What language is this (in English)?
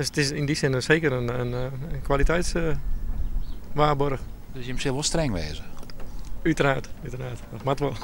Western Frisian